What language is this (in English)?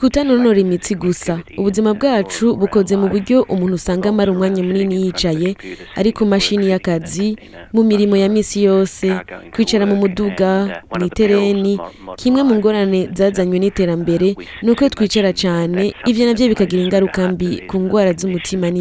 Rundi